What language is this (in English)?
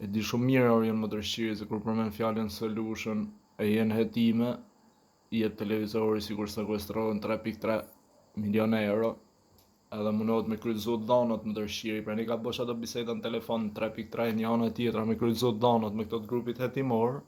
Albanian